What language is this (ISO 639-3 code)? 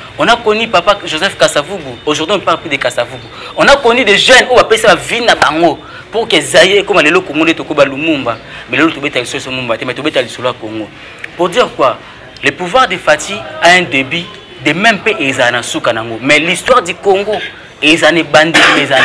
lin